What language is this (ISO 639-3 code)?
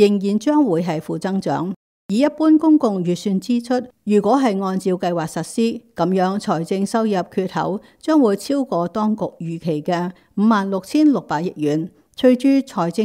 yue